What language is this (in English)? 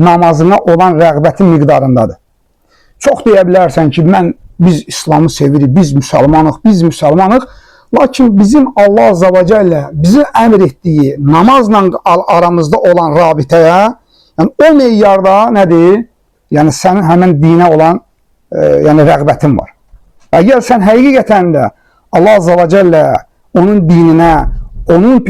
Azerbaijani